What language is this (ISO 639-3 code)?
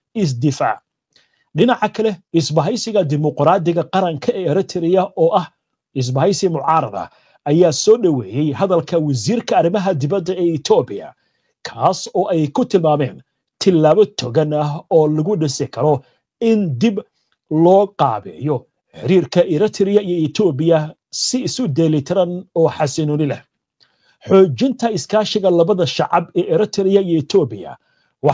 som